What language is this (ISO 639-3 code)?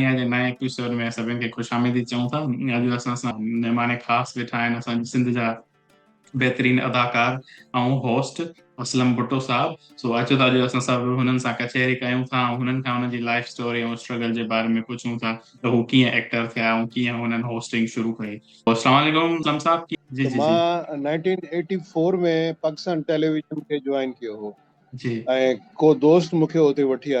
snd